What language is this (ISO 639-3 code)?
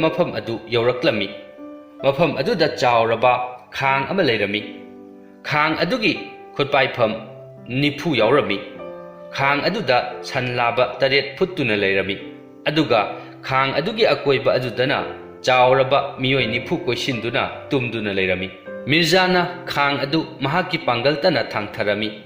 mni